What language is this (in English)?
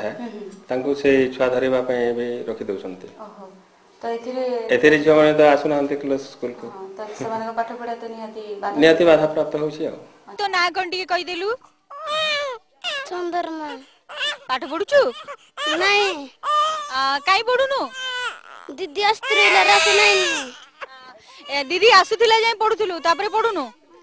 Odia